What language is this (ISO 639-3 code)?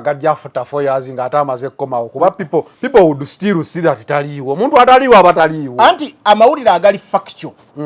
lug